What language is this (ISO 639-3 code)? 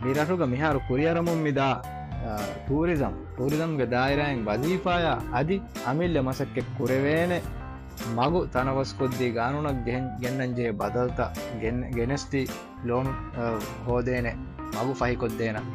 div